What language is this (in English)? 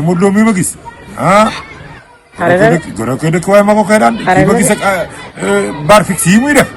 Wolof